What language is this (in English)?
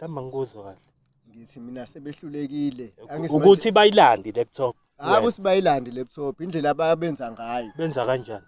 Zulu